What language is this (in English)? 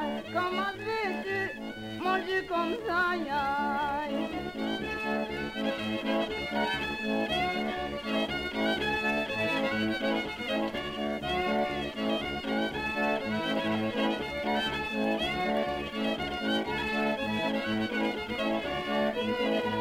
Cajun French